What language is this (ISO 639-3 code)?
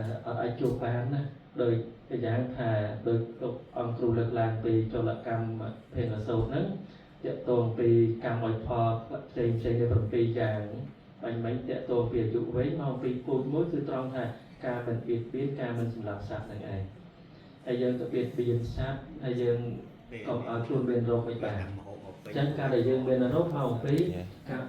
khm